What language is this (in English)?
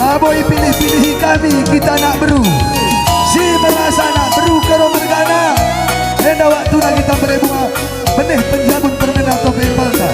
Batak Karo